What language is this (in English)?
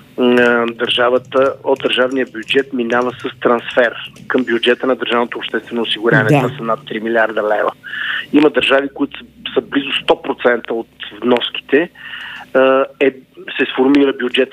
Bulgarian